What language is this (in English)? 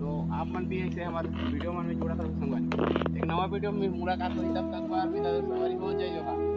Chhattisgarhi